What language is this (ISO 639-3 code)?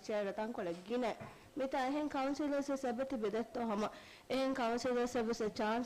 div